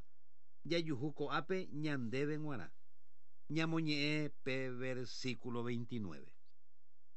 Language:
Guarani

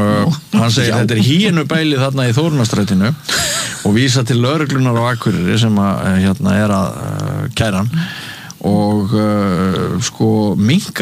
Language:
Icelandic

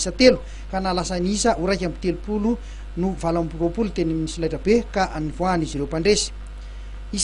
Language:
Malagasy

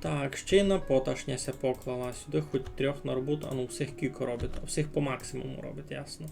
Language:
Rusyn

